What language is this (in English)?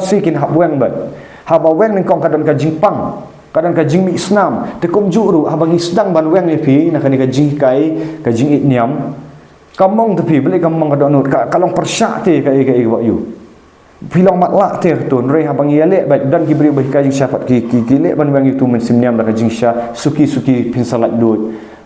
Khasi